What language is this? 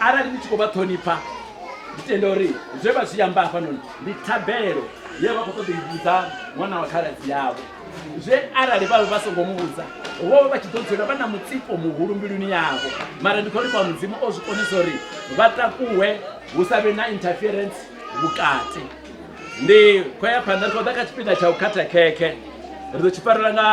Venda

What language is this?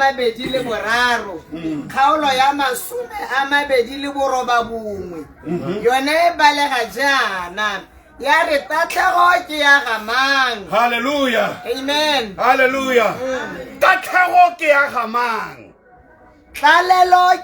Tswana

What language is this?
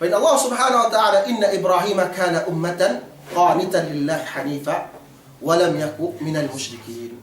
Yakan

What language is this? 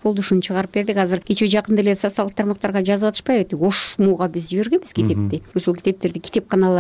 Kyrgyz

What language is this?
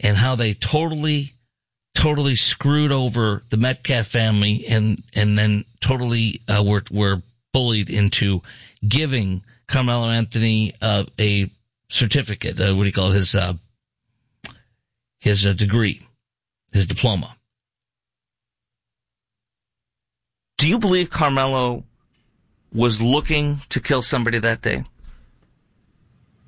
English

